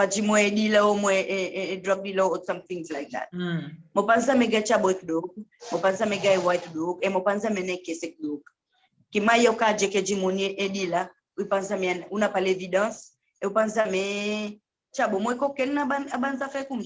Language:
Seselwa Creole French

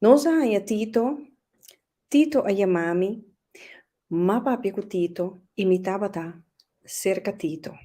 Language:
Papiamento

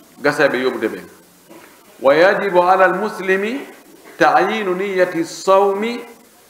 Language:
Pular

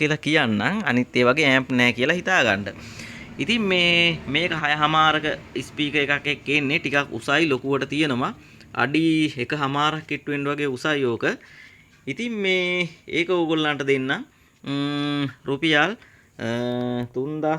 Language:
Sinhala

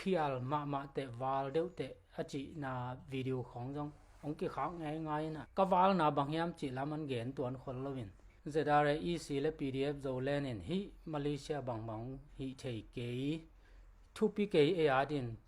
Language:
Tedim Chin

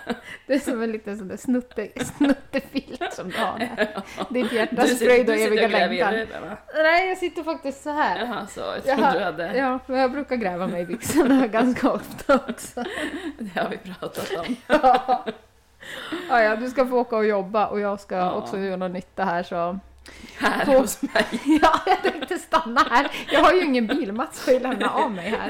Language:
Swedish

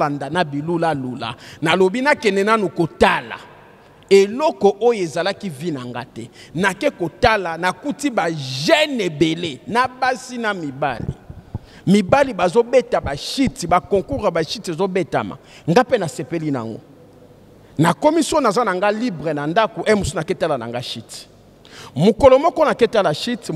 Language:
Lingala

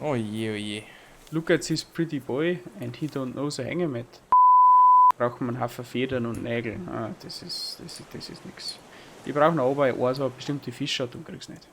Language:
Bavarian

